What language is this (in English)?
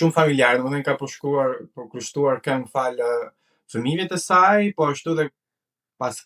Albanian